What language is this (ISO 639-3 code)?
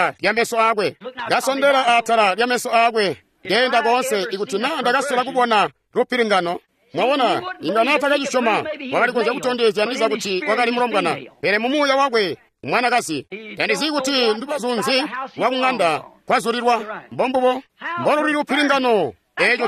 toi